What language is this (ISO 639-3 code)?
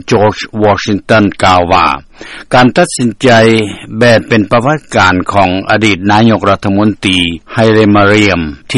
lao